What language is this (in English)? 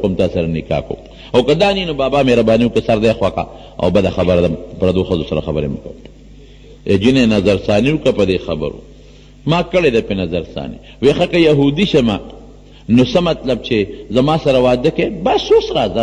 Pashto